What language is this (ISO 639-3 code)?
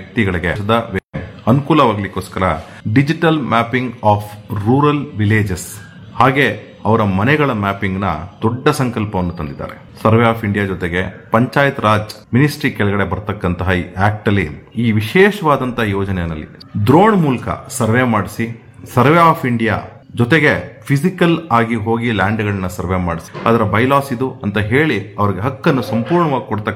kan